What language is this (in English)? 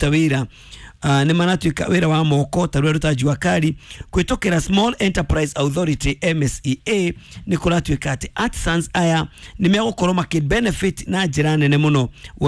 Kikuyu